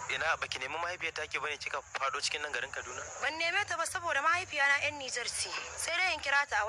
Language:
Hausa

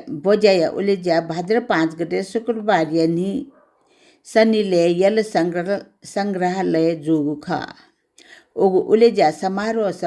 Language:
Newari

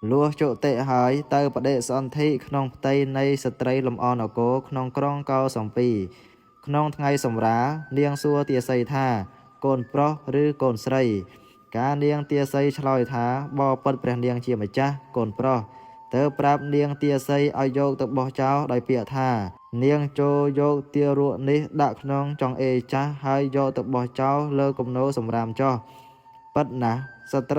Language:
Khmer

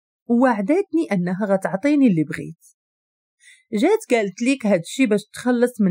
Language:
Moroccan Arabic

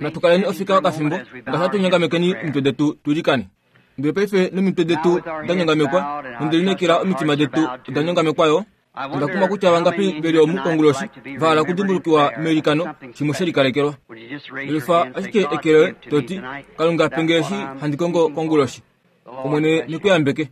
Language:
Kuanyama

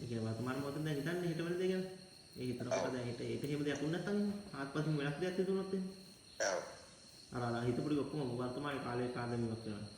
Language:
Sinhala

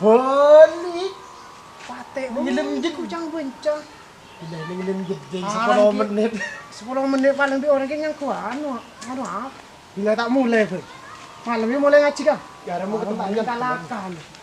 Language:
Madurese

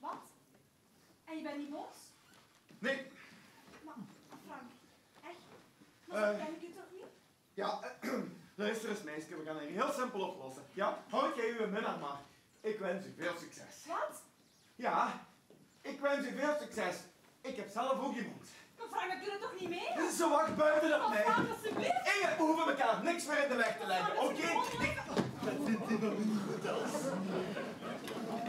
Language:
Dutch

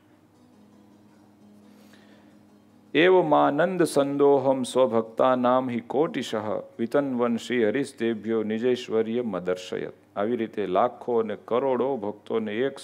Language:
Gujarati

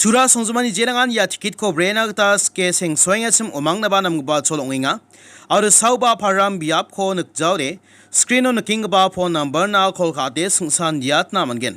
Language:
Garo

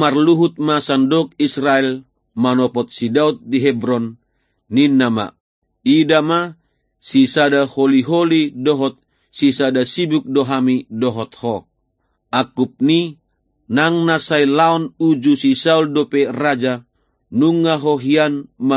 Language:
Batak Toba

